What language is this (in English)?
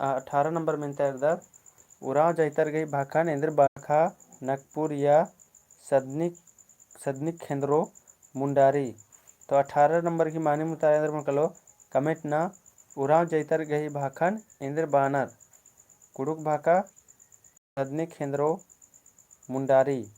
Kurukh